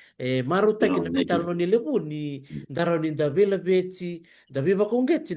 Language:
Fijian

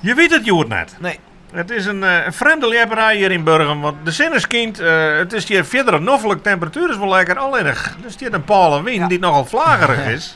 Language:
Western Frisian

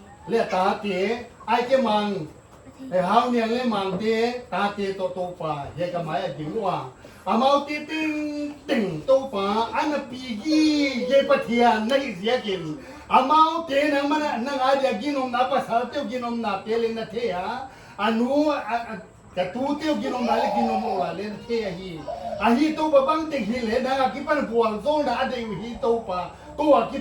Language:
Paite Chin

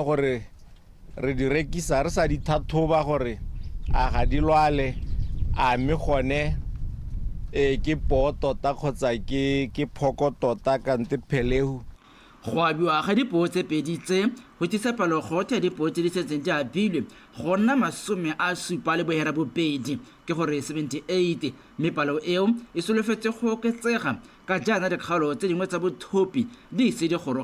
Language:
Tswana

